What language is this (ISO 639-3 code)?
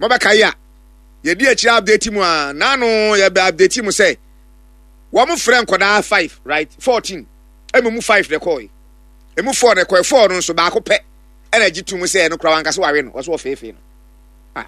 aka